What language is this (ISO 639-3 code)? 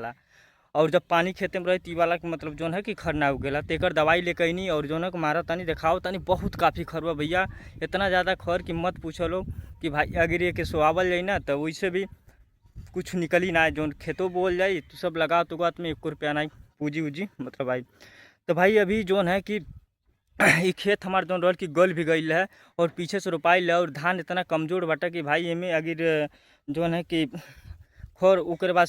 bho